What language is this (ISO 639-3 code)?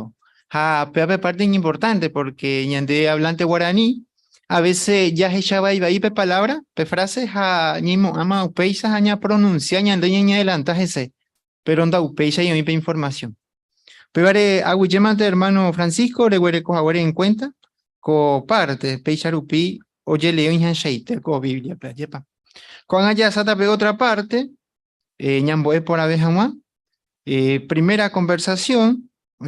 grn